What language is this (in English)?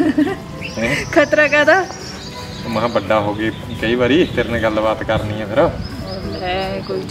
Punjabi